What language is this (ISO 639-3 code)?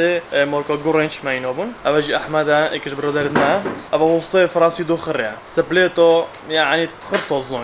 kur